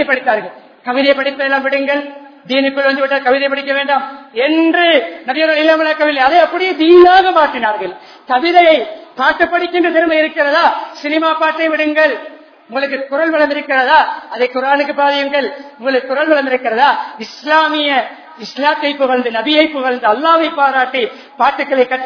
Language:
Tamil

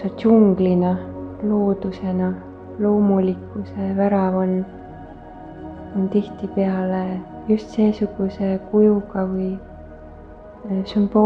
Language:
Estonian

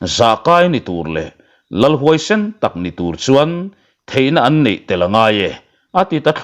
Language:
Mizo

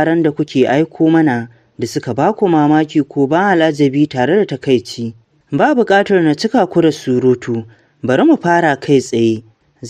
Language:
Hausa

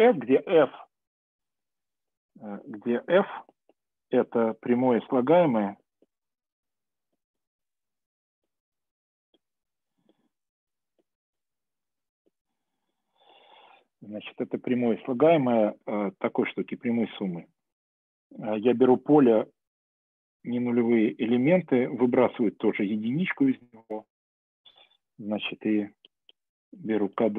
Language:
Russian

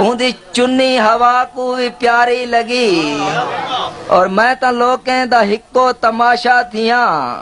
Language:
Saraiki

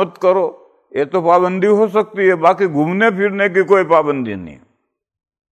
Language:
Urdu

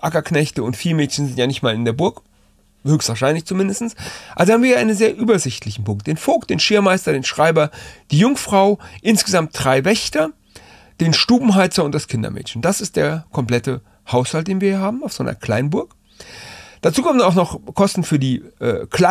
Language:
German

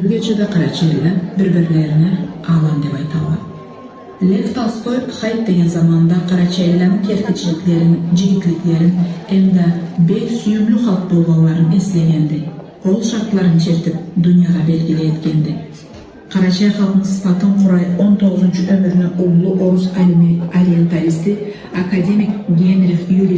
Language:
Karachay-Balkar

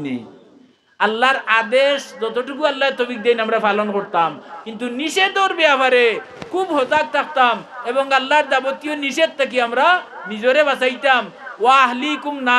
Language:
Sylheti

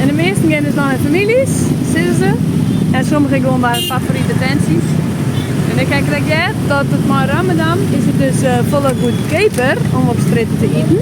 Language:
Western Frisian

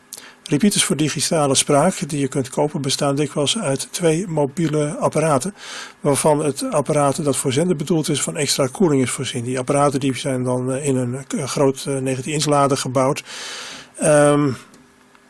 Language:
Dutch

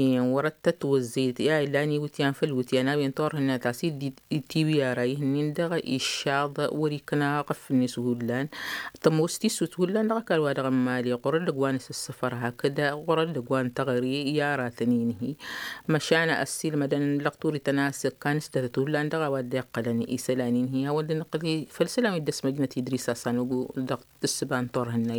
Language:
Tamasheq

